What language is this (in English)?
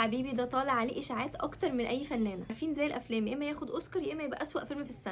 Egyptian Arabic